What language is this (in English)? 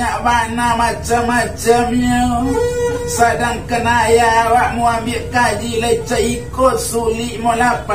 Minangkabau